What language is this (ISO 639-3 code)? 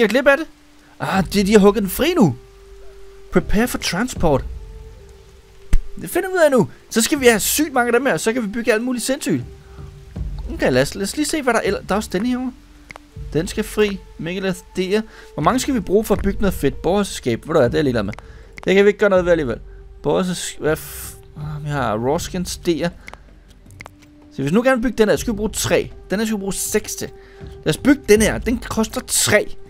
dan